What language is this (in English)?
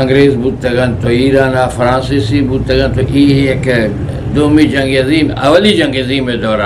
Eastern Balochi